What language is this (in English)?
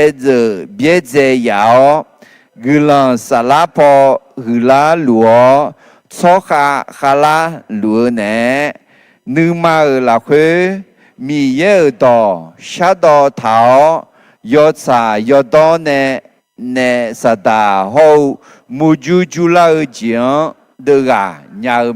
Akha